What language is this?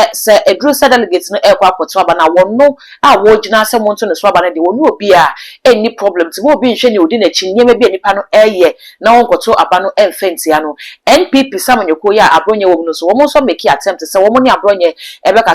Akan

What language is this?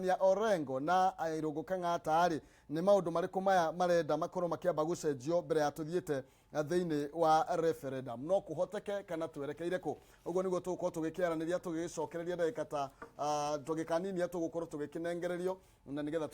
Kikuyu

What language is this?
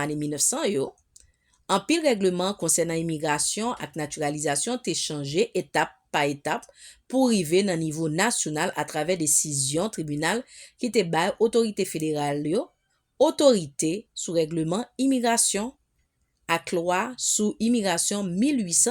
Haitian Creole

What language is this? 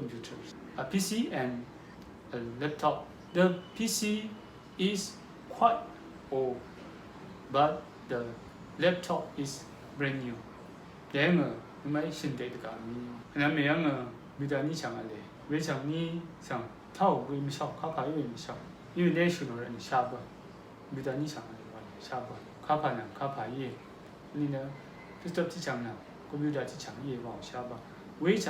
Rawang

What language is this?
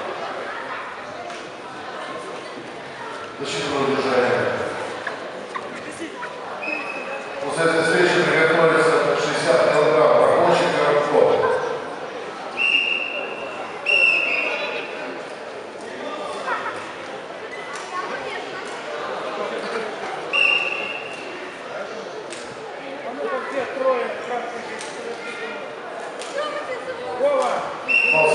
Russian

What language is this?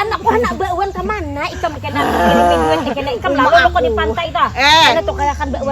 Banjar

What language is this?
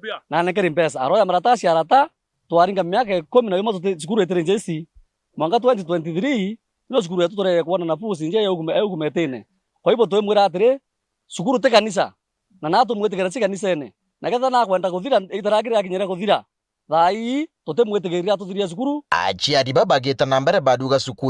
Meru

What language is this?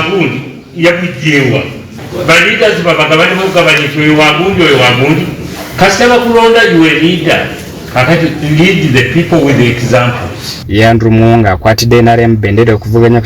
Ganda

